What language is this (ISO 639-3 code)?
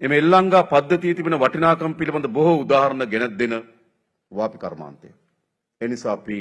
sin